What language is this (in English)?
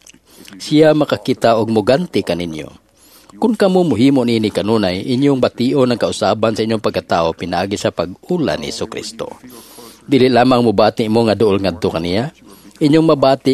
Cebuano